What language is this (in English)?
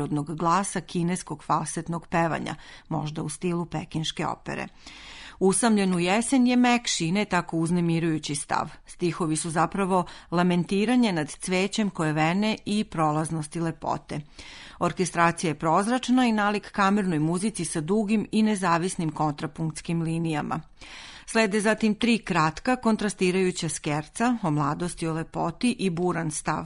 Serbian